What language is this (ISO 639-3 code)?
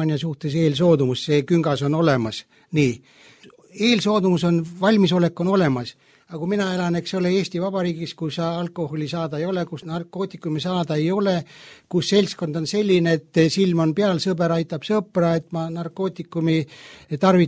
est